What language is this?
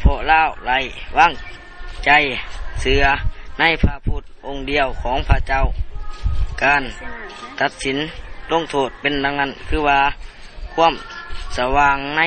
Lao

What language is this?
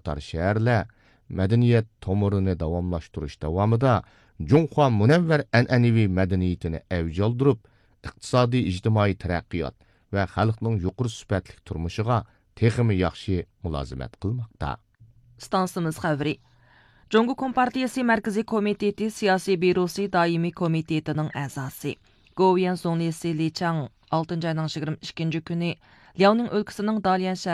Uyghur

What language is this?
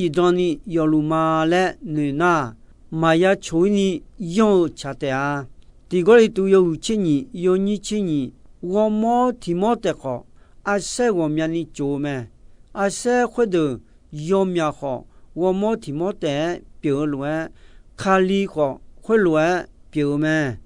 Akha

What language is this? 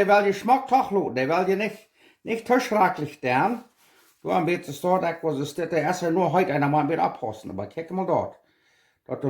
Plautdietsch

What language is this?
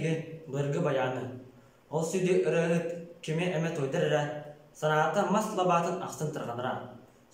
Yakut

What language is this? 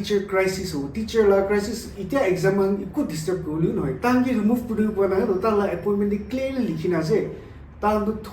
Naga Pidgin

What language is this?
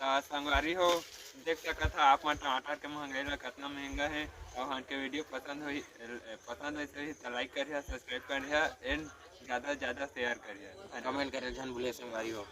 Chhattisgarhi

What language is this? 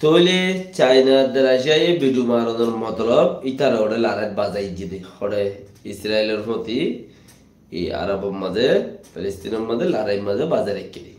Rohingya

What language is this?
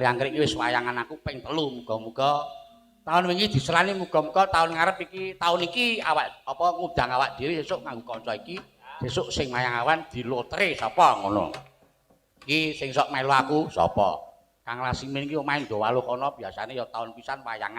Javanese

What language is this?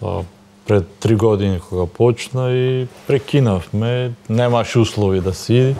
Macedonian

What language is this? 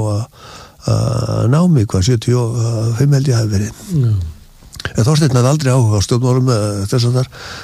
Icelandic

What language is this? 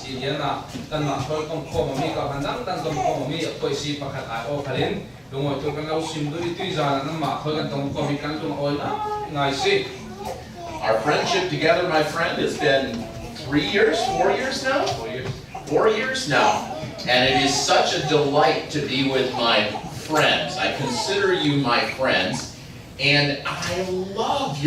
Falam Chin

